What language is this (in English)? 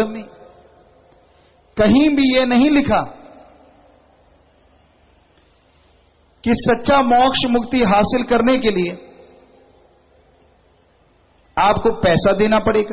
Hindi